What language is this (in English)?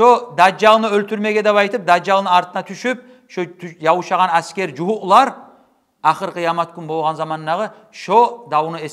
Kumyk